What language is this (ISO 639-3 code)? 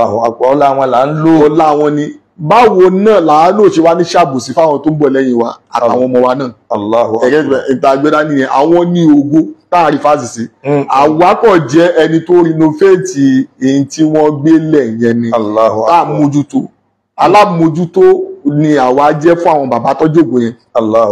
yor